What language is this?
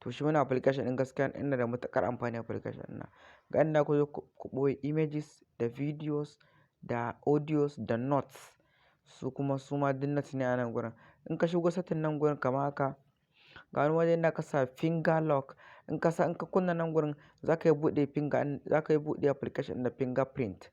Hausa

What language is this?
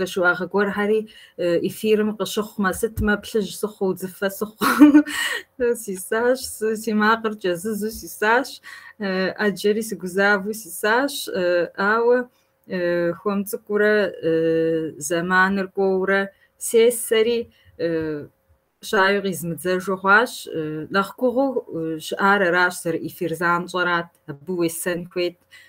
Kabardian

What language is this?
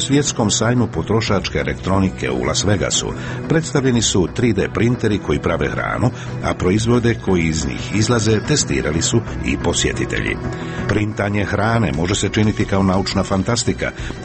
Croatian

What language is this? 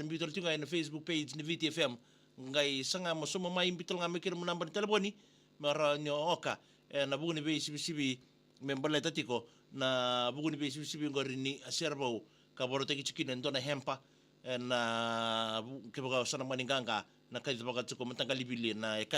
Fijian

